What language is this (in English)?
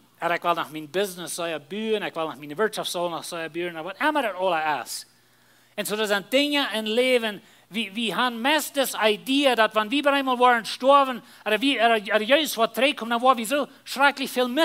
Plautdietsch